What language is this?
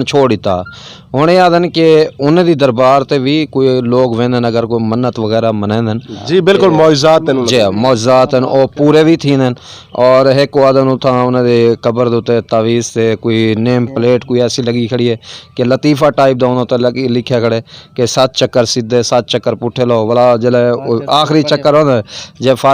Saraiki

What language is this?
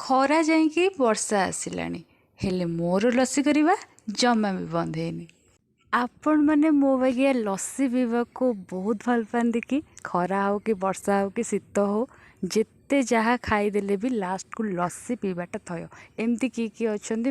Odia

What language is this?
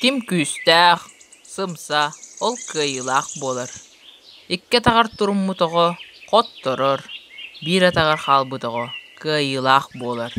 Yakut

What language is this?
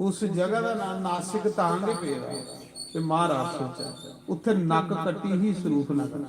Dogri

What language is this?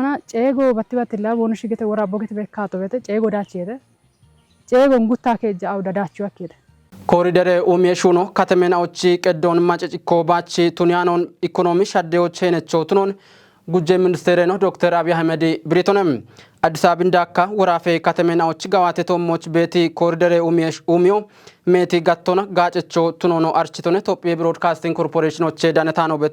Kafa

